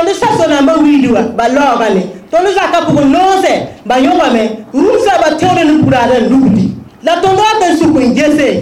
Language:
Mossi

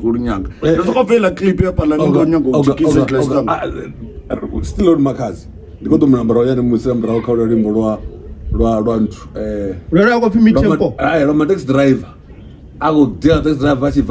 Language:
Venda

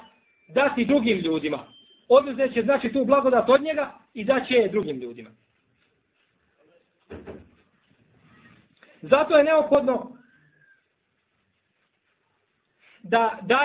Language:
Bosnian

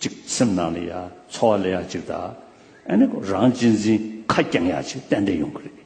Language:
Tibetan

